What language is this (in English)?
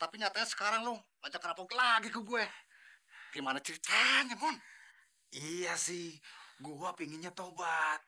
Betawi